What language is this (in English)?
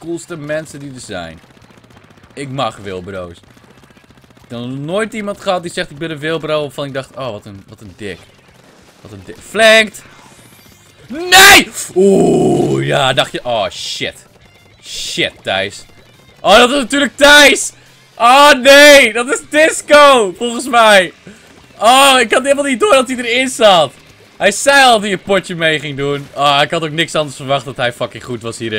Dutch